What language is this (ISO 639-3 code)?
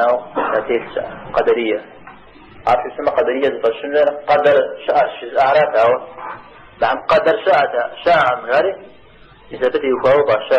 kbd